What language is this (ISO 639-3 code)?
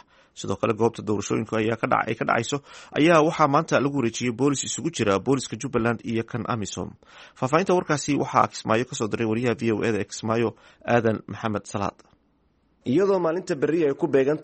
som